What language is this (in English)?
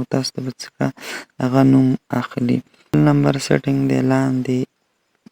Pashto